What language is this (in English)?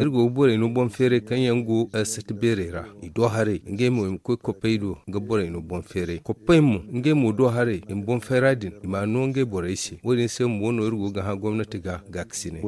Zarma